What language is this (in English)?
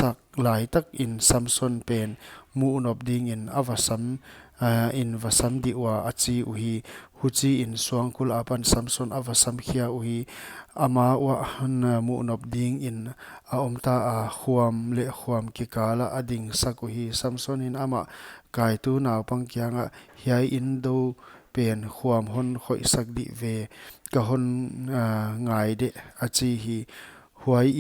Paite Chin